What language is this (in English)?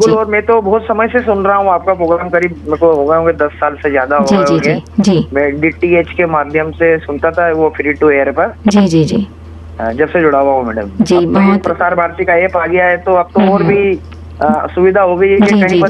Hindi